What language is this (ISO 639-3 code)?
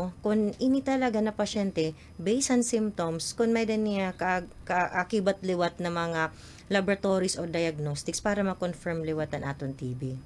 war